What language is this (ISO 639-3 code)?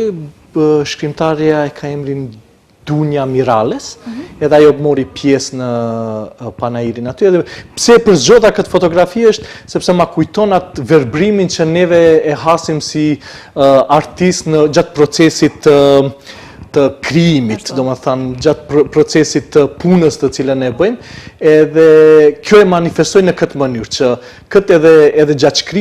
sqi